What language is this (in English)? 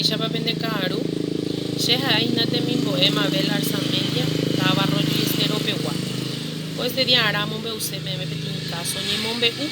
Guarani